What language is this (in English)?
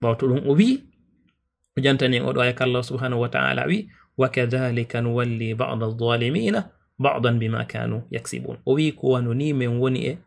Fula